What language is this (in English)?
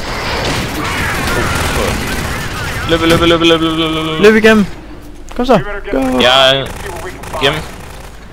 Danish